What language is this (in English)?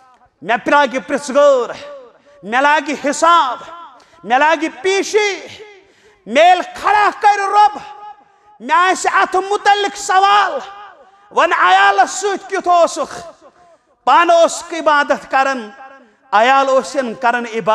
Kashmiri